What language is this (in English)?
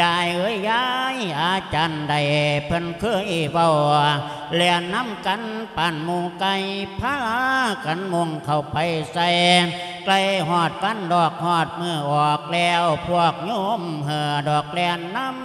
Lao